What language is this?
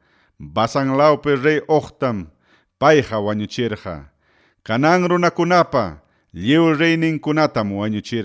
Ayacucho Quechua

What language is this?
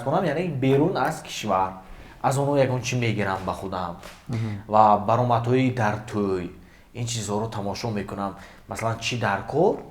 Tajik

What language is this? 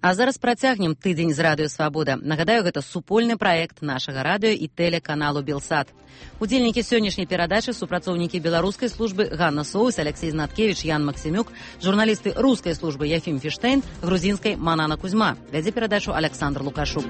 Belarusian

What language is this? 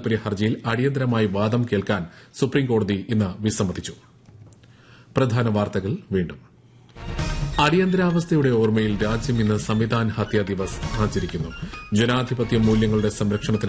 Malayalam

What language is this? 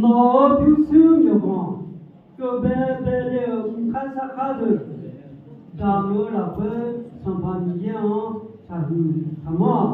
Akha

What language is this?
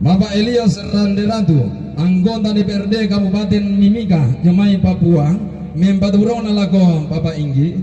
Toraja-Sa'dan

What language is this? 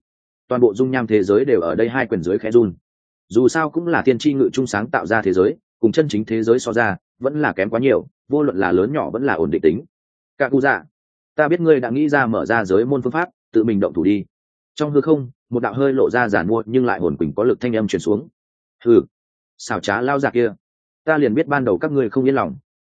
Vietnamese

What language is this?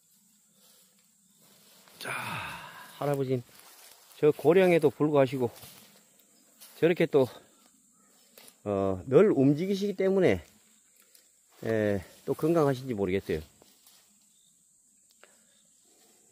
Korean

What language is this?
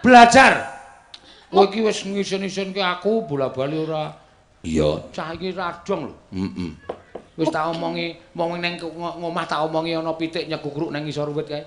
Javanese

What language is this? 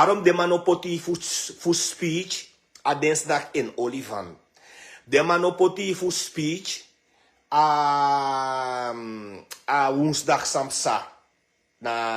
Sranan Tongo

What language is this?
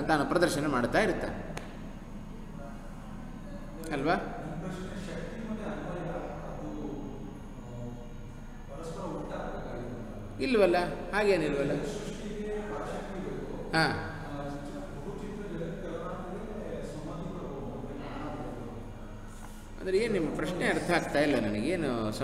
Kannada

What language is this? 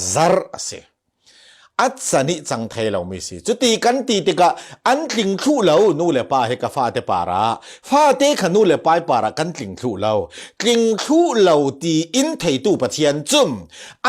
Falam Chin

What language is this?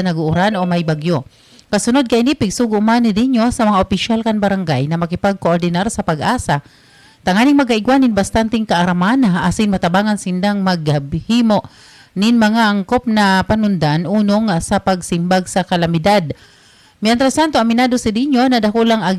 Bikol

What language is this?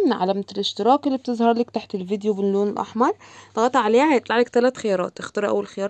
Egyptian Arabic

